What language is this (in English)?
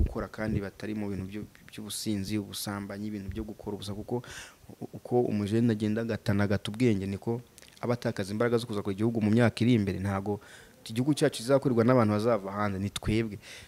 Kinyarwanda